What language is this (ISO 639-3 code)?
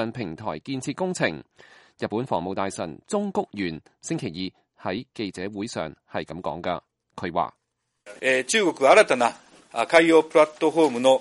yue